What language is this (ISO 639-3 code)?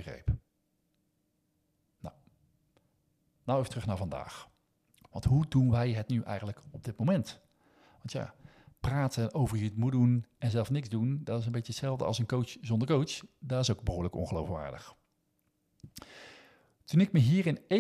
nld